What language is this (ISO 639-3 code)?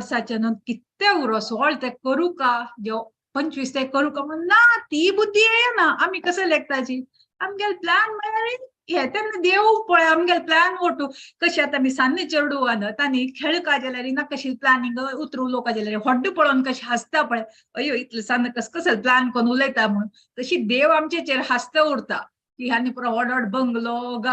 kok